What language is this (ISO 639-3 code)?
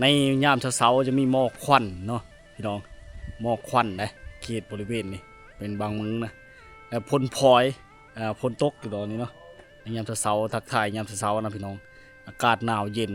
lao